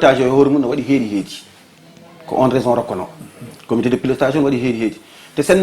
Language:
Fula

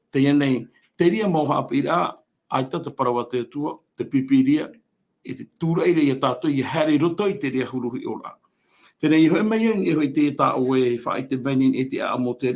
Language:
Tahitian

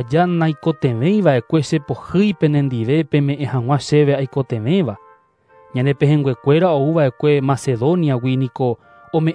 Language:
Guarani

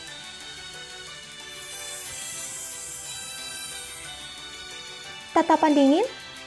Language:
Indonesian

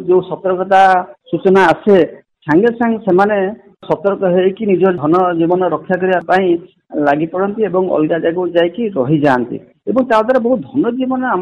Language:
Odia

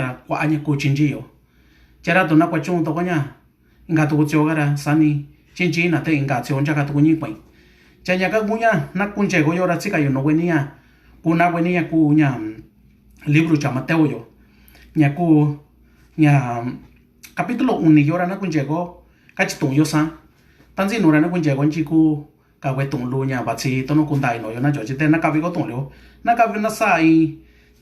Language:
Mixtepec Mixtec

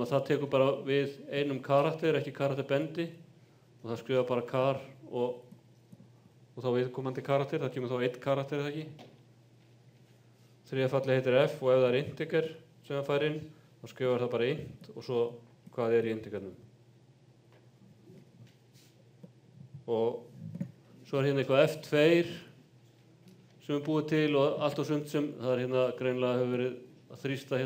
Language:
Icelandic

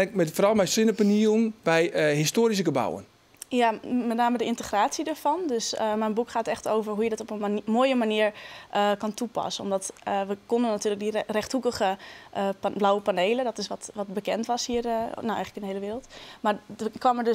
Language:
Western Frisian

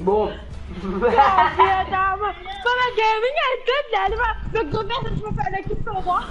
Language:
Morisyen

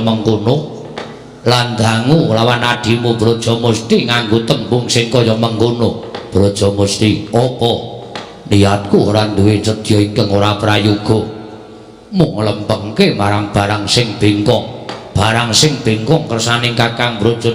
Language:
Javanese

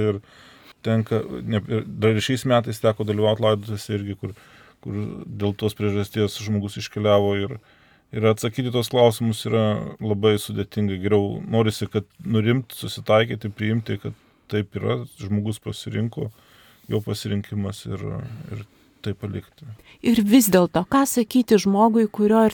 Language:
Lithuanian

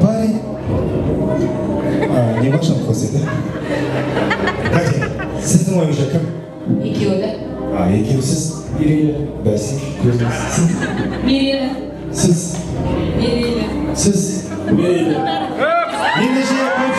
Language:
Kazakh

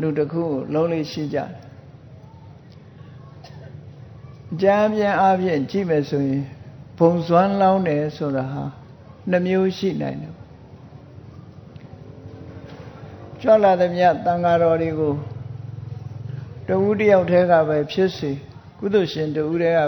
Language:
Burmese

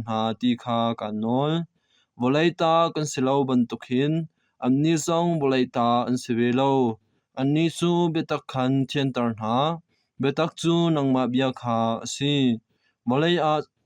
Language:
Hakha Chin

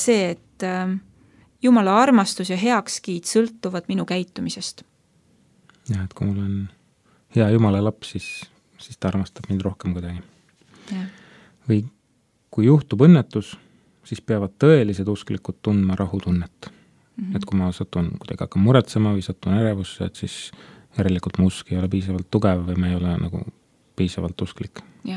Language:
Estonian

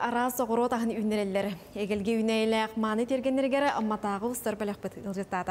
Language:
Yakut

